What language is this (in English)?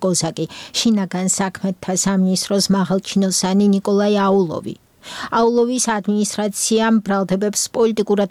Georgian